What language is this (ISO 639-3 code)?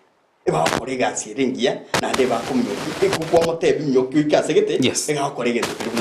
guz